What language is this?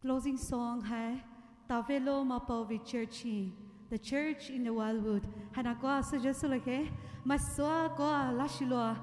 Poumei Naga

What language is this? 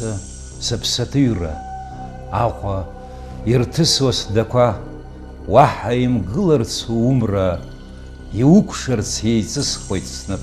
Abkhazian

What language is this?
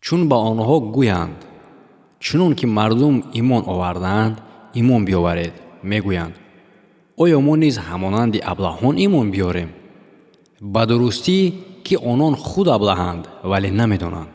Tajik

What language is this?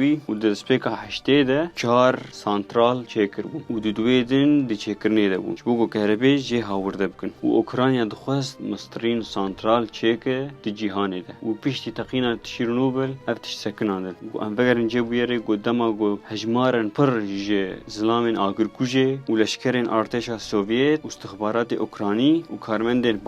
Kurdish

